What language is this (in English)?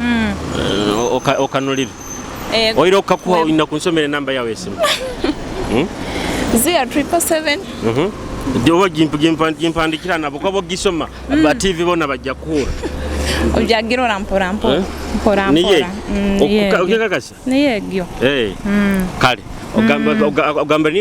Nyoro